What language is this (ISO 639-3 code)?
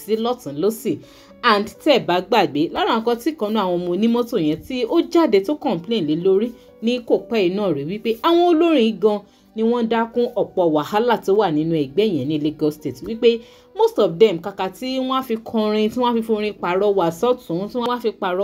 yor